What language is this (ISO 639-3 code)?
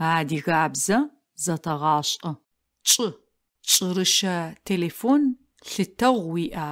ady